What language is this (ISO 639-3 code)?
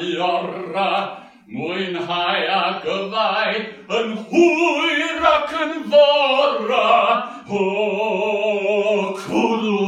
cym